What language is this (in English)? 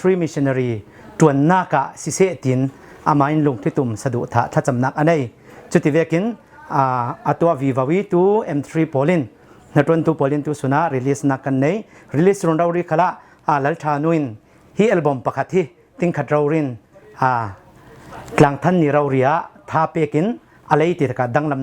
Falam Chin